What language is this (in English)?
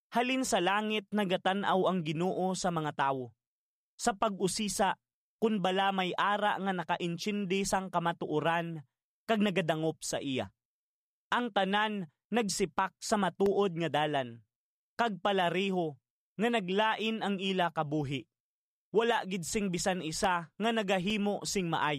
Hiligaynon